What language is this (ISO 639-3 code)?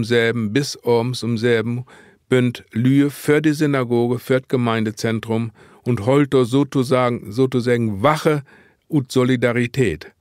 nds